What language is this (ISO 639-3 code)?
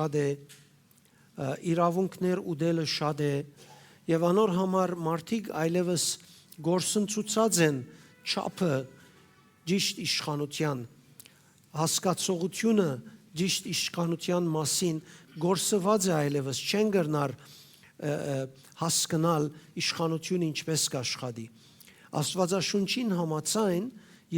hyw